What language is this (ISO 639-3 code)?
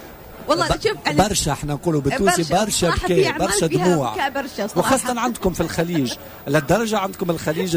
aeb